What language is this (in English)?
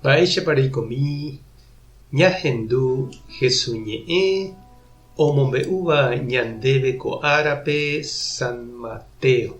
Guarani